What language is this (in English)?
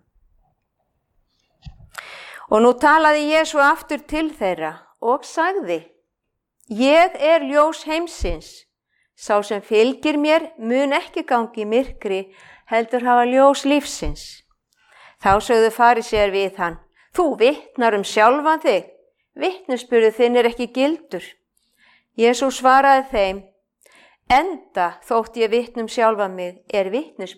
Icelandic